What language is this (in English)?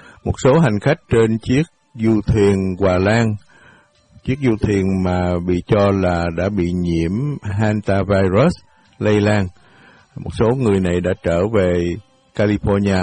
Vietnamese